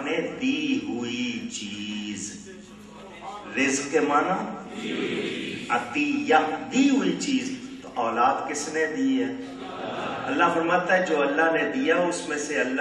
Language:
Urdu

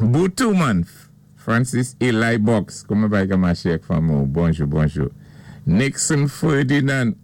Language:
Saint Lucian Creole French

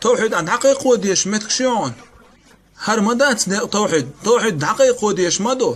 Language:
Chechen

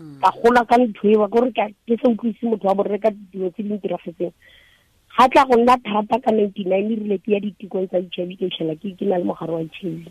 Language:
Tswana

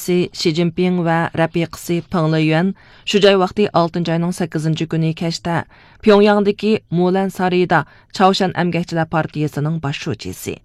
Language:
Uyghur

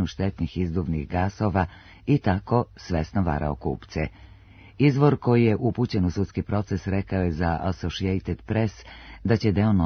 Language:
Serbian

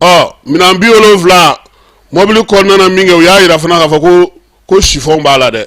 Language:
Bambara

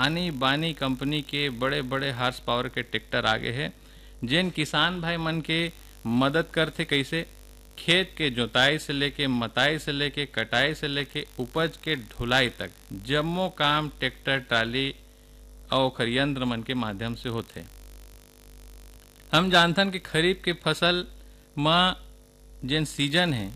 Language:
Chhattisgarhi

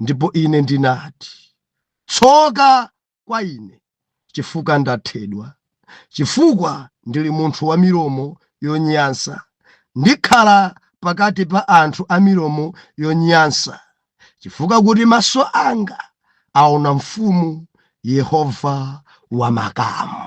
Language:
Nyanja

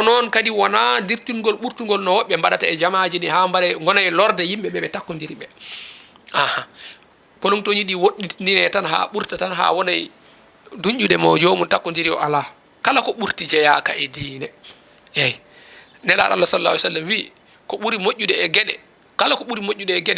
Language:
Fula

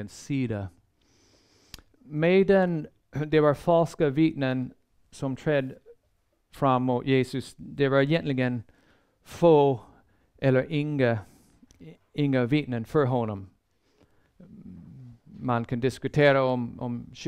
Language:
Swedish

